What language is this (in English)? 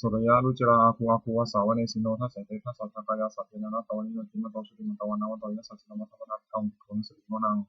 Pali